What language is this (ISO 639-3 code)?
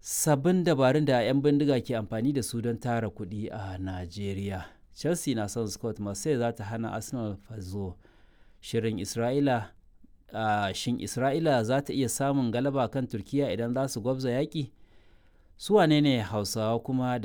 hau